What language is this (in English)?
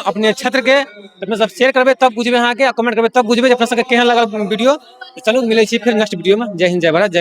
Maithili